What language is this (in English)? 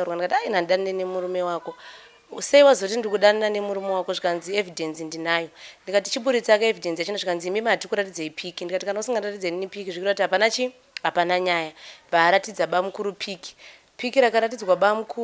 Shona